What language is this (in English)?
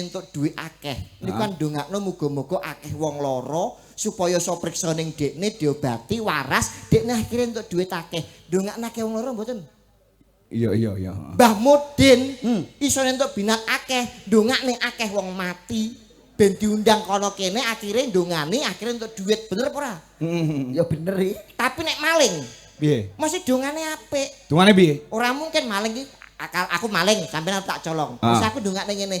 Javanese